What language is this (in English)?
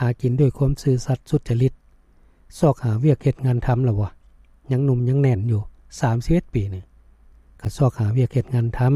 Lao